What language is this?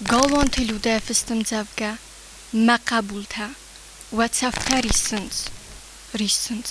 Ossetic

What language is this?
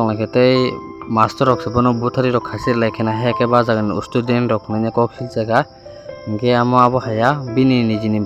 Kok Borok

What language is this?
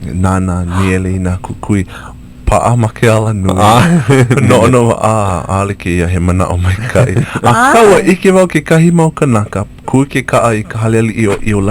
Hawaiian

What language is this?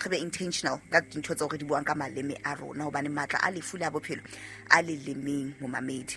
Southern Sotho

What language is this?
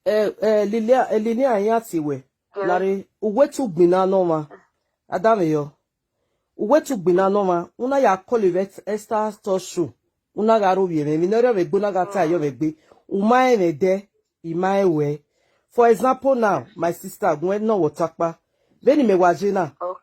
Nigerian Pidgin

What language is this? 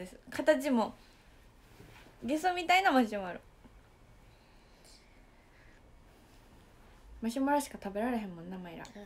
Japanese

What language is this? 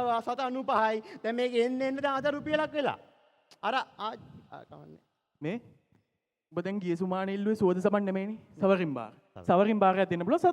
Sinhala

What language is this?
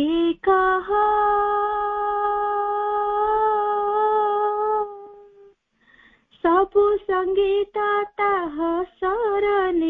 Odia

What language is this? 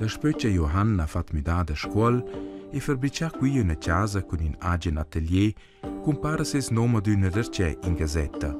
Romansh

